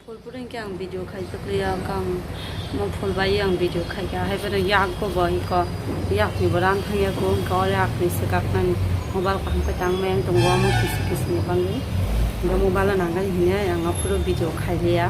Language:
Kok Borok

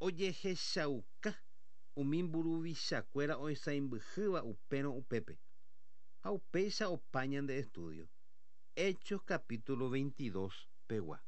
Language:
Guarani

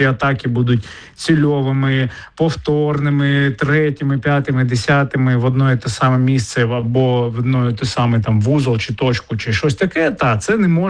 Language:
Ukrainian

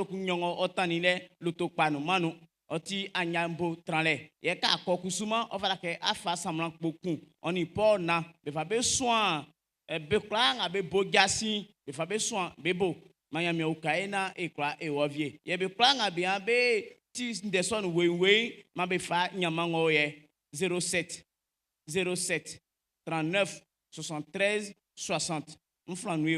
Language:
Baoulé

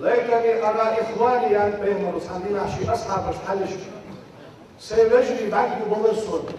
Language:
Ingush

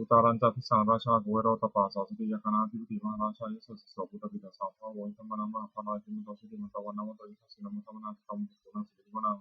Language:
Pali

